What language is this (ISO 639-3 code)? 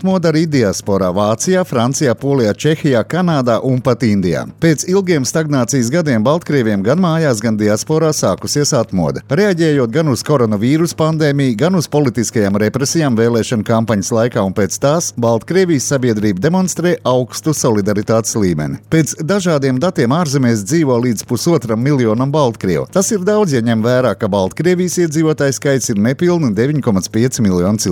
lav